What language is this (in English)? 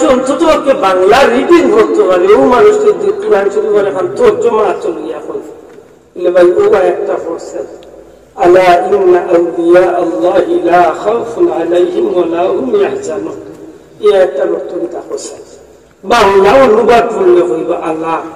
Sylheti